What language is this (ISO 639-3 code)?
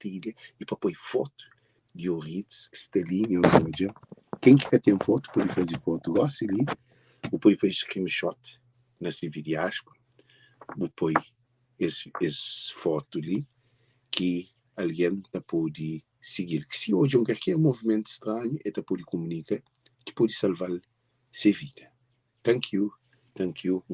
kea